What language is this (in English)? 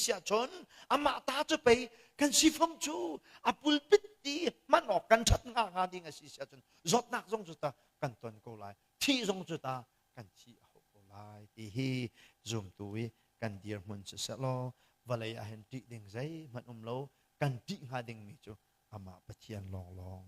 Hakha Chin